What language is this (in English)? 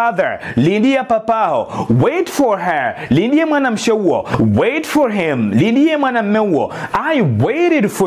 Ngazidja Comorian